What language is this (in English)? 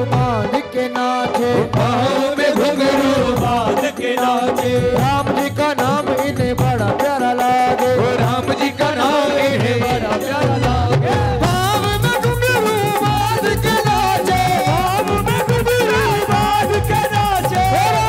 Hindi